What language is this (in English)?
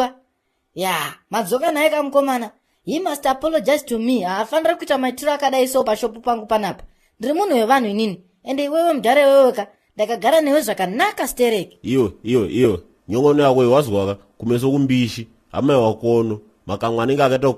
Shona